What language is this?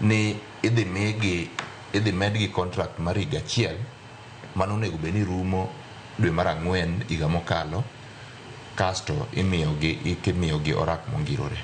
Luo (Kenya and Tanzania)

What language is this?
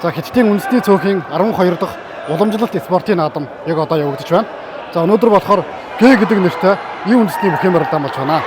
Mongolian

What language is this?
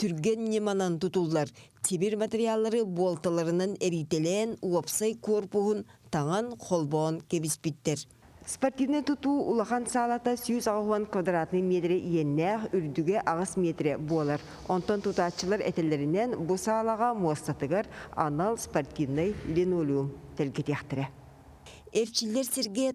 Yakut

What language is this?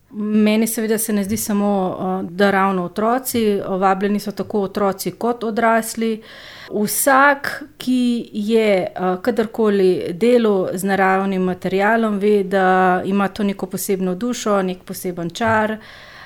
Slovenian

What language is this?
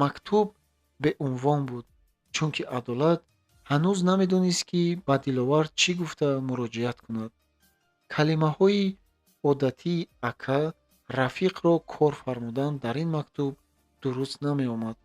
Tajik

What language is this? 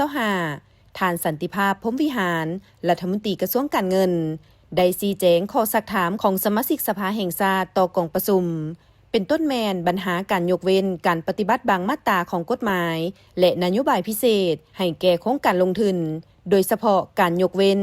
Lao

